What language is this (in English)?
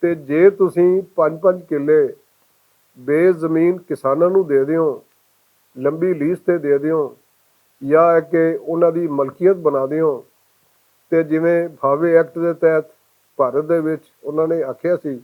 Western Panjabi